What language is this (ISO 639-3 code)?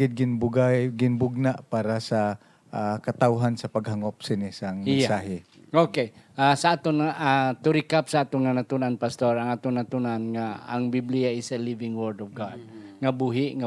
hil